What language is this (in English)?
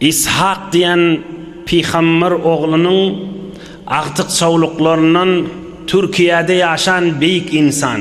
Turkmen